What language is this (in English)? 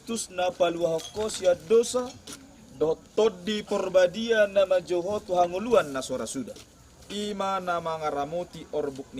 Batak Toba